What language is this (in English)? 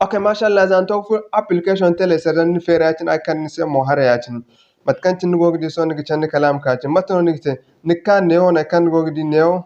Zarma